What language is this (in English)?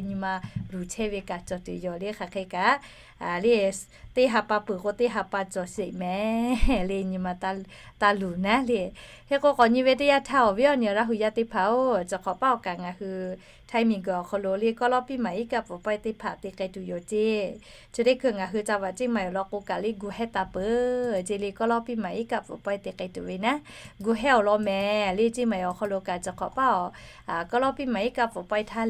Lahu